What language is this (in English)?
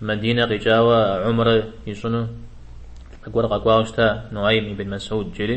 Kabardian